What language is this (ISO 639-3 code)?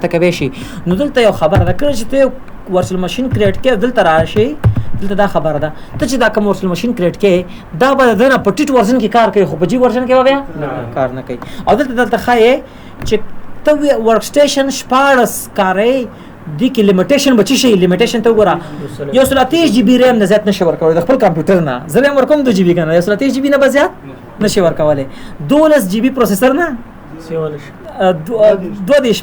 pus